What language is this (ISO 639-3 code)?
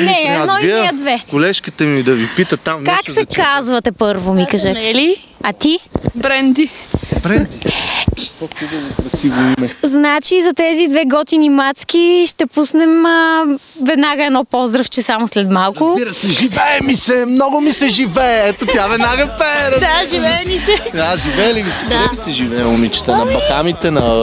bul